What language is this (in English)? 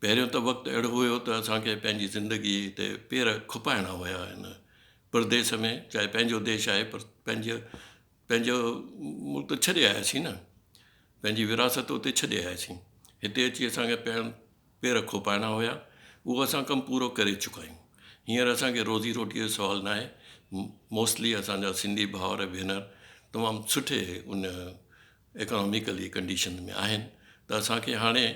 Sindhi